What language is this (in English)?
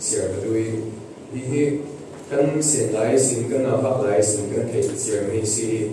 Falam Chin